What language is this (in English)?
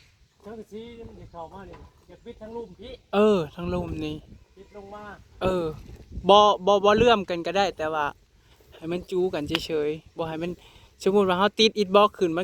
Northeastern Thai